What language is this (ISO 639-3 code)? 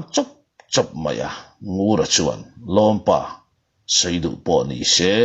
lus